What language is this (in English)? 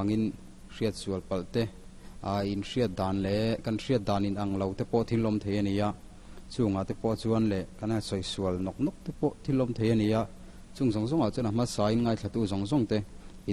Mizo